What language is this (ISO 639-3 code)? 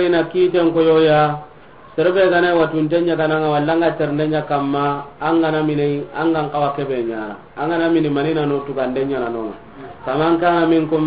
snk